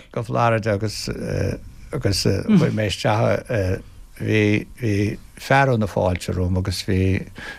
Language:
Irish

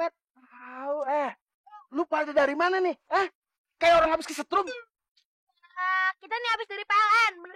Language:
Betawi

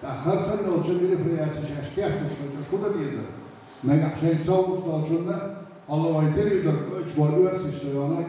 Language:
Chechen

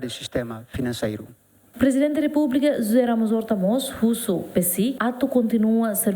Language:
Tetum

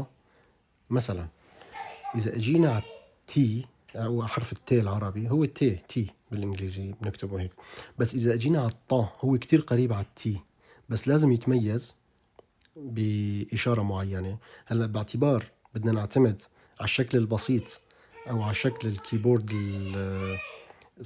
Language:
North Levantine Arabic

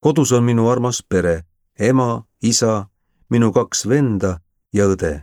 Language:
Estonian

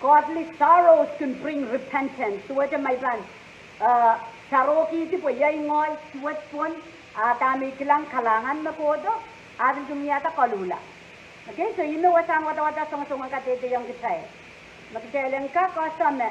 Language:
Pohnpeian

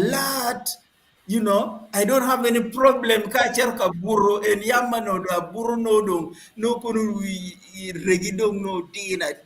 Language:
Acoli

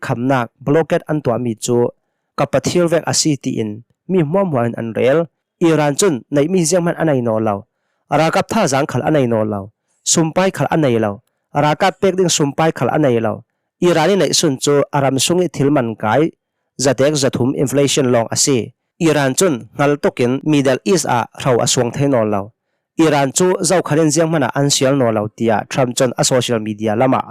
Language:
Hakha Chin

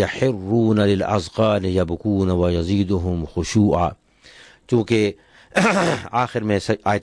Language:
Urdu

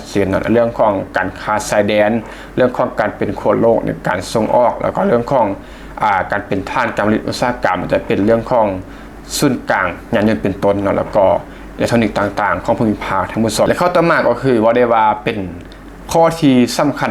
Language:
Lao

